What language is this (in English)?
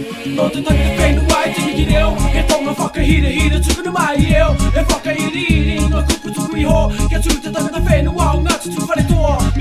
Māori